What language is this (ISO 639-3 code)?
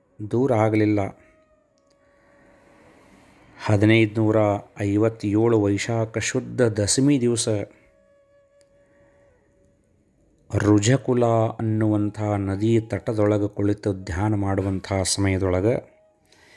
kan